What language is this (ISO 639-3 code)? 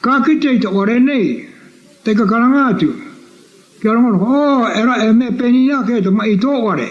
mri